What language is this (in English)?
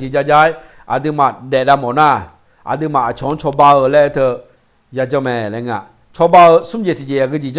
Akha